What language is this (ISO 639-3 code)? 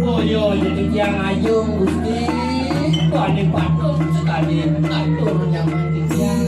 ban